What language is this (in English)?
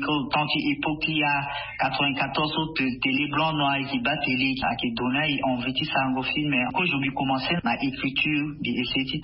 Sango